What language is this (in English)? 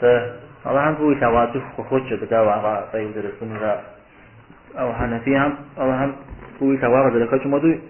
Kabardian